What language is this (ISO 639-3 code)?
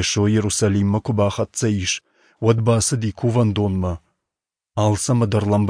oss